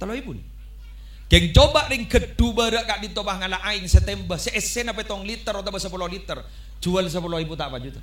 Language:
Madurese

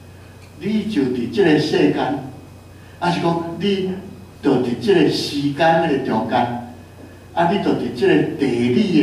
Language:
Min Nan Chinese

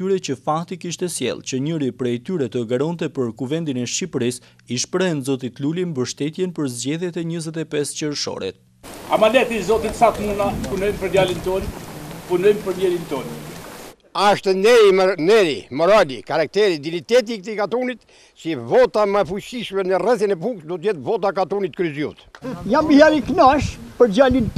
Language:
Albanian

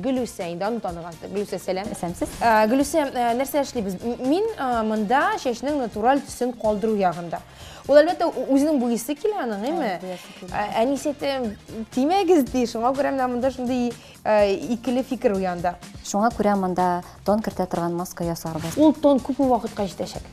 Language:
Tatar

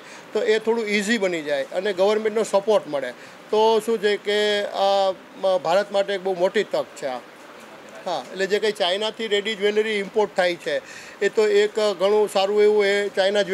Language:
Gujarati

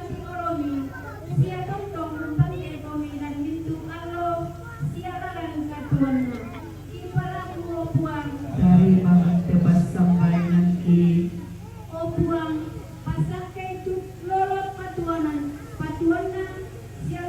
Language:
Toraja-Sa'dan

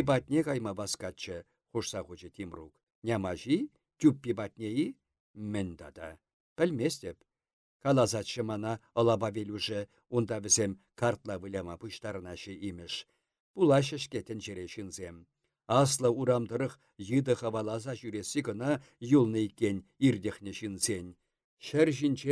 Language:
Chuvash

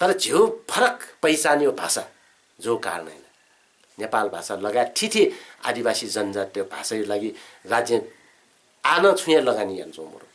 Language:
Newari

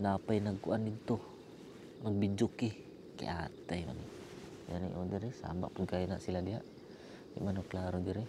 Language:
Cebuano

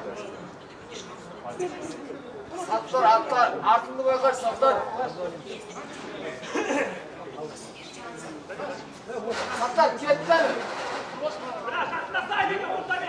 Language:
Kazakh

